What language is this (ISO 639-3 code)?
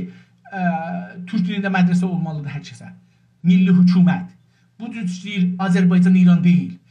azb